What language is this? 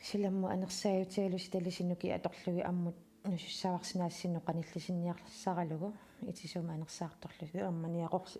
Kalaallisut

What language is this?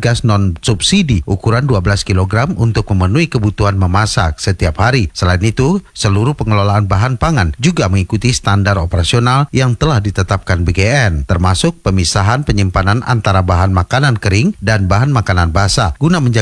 Indonesian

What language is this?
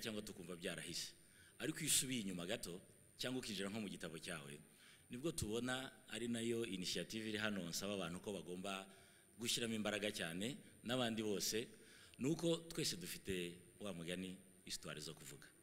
Kinyarwanda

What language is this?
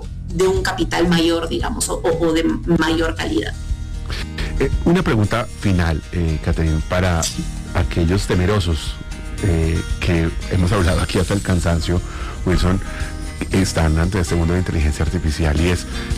Spanish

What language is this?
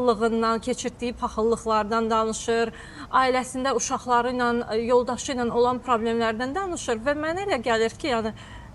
Azerbaijani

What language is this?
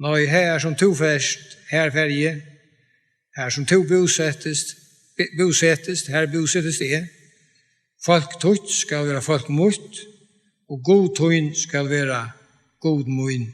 Faroese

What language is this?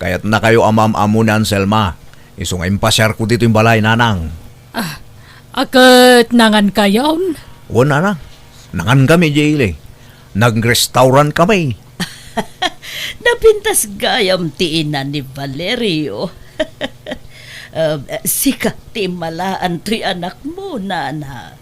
Iloko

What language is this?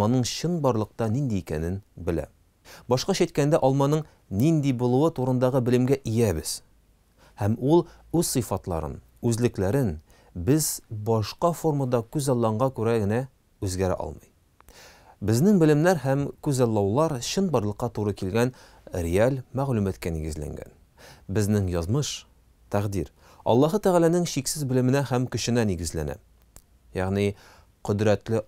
Tatar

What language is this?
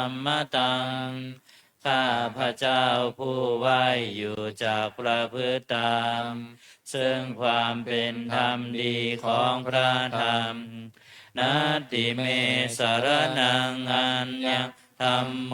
Pali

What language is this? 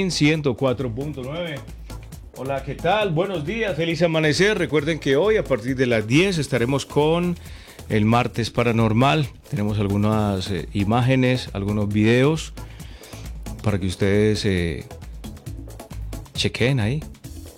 Spanish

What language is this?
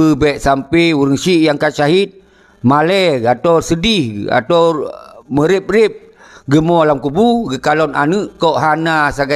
Achinese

